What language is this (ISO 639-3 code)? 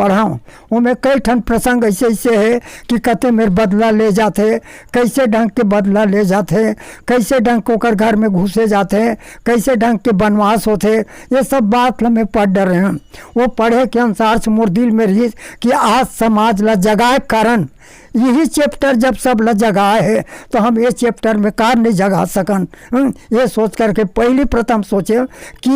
hne